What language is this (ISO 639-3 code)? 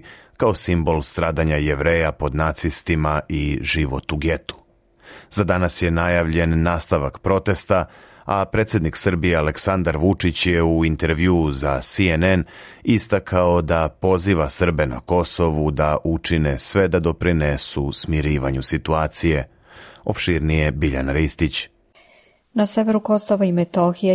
srp